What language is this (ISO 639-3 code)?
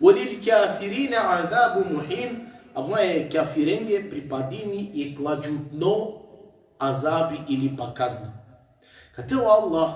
rmn